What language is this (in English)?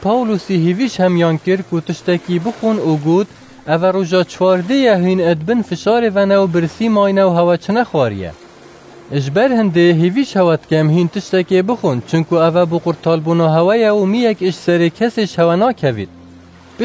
Kurdish